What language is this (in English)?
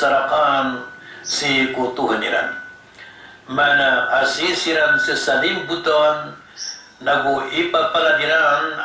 Maranao